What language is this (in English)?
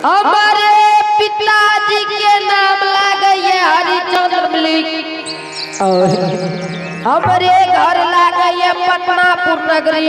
Angika